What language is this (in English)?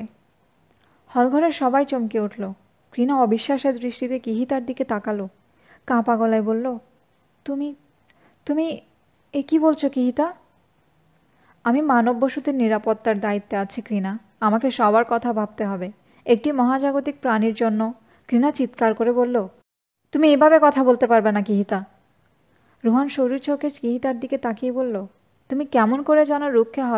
Bangla